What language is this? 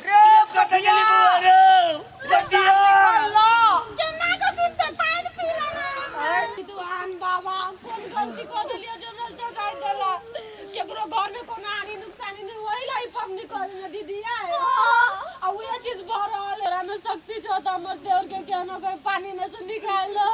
Maithili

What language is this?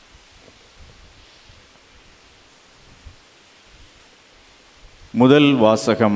Tamil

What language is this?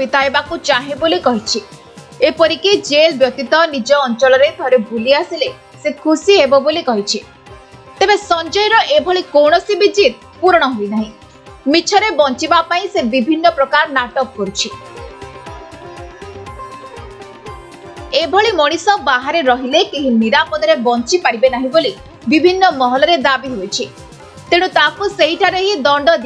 Odia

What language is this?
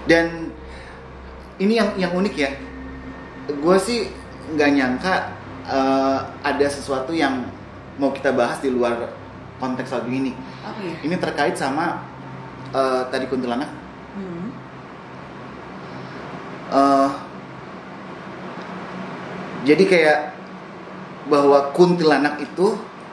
Indonesian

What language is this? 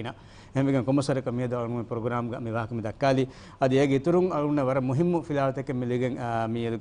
Divehi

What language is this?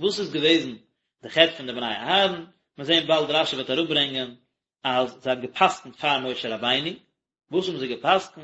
Yiddish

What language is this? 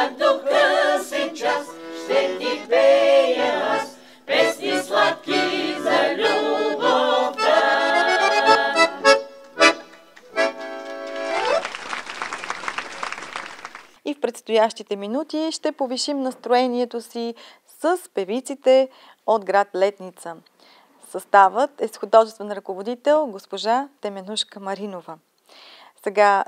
Bulgarian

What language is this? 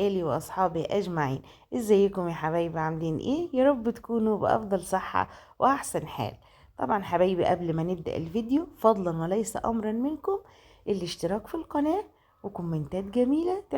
Egyptian Arabic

